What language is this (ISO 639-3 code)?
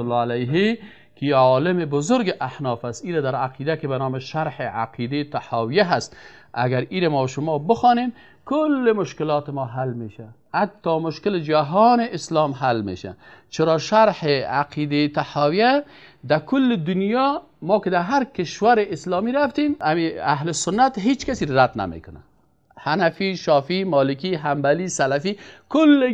fas